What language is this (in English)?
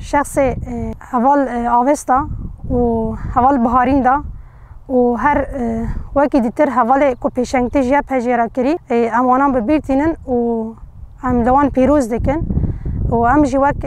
Kurdish